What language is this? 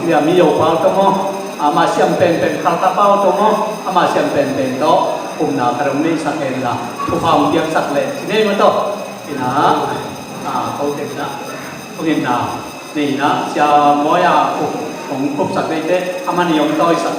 Tedim Chin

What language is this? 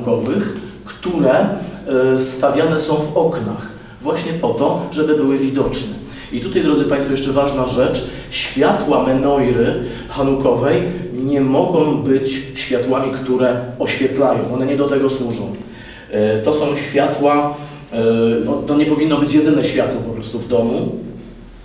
Polish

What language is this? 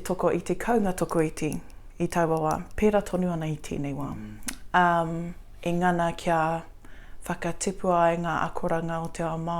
Māori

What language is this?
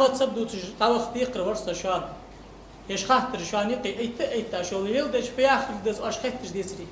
Ingush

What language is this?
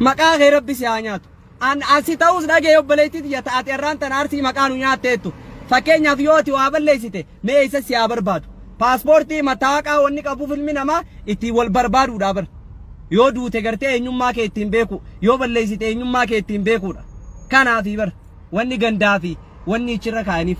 Oromo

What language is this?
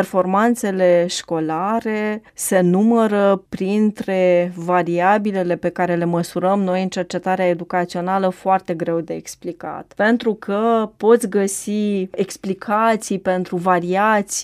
Romanian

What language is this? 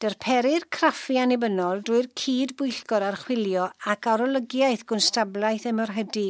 Welsh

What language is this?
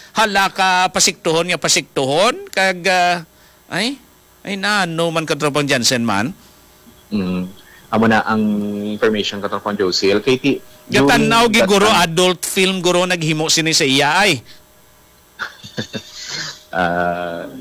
Hiligaynon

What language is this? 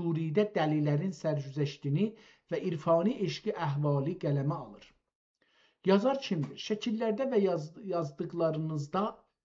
South Azerbaijani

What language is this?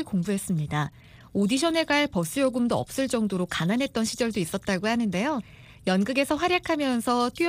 Korean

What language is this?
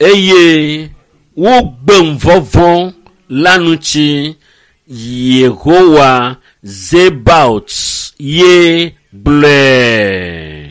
Ewe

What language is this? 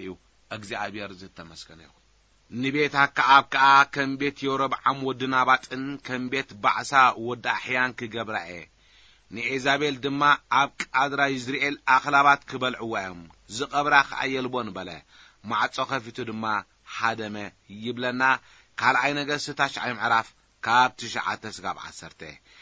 Tigrinya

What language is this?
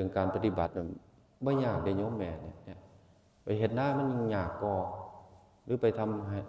Northeastern Thai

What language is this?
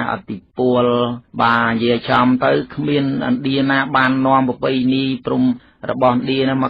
Khmer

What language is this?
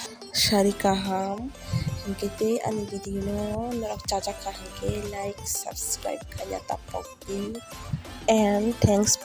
Kok Borok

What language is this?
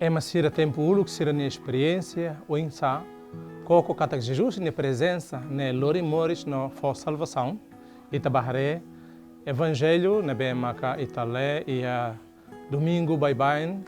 Tetum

